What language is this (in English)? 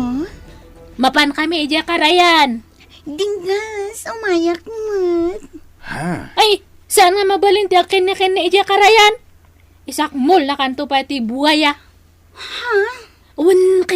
Iloko